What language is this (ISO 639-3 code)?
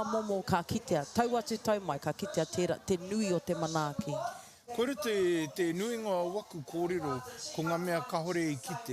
mri